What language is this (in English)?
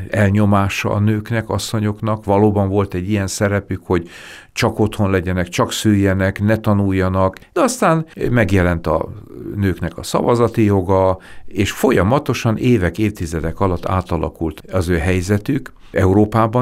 Hungarian